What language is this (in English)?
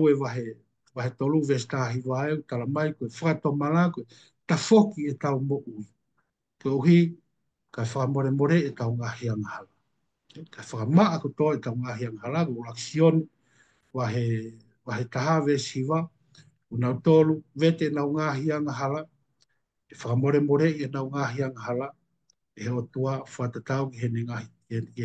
Tongan